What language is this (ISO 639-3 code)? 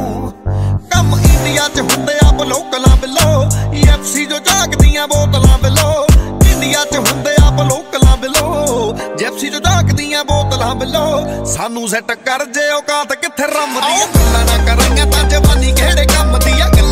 pan